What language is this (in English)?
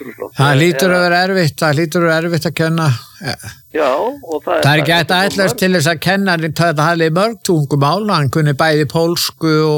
Icelandic